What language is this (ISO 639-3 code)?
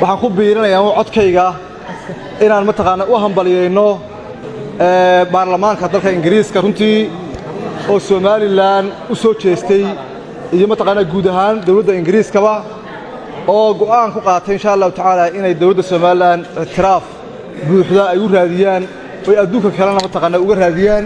som